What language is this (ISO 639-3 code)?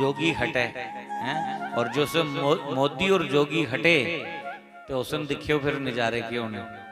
doi